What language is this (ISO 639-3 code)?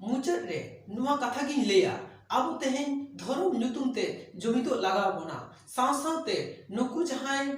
sat